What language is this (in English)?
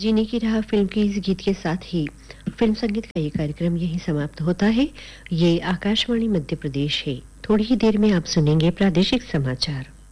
Hindi